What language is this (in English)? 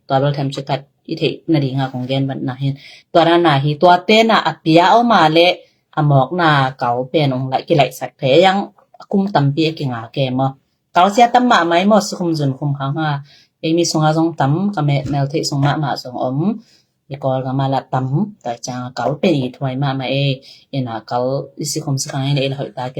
Tedim Chin